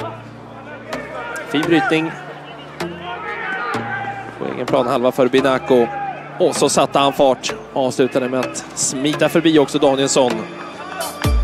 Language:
Swedish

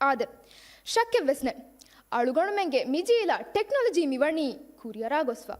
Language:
Divehi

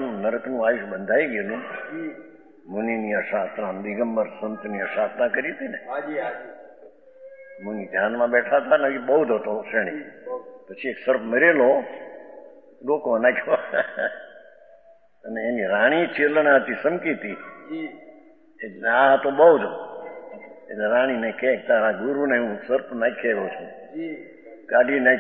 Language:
Gujarati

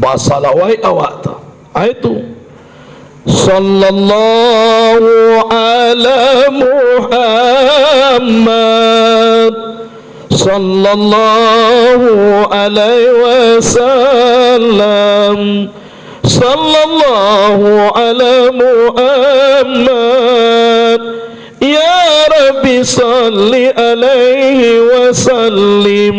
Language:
Minangkabau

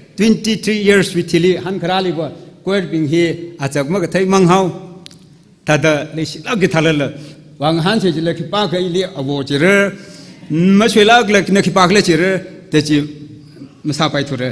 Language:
Tangkhul Naga (India)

